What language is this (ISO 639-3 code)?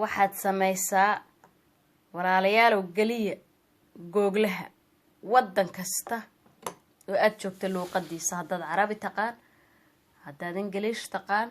som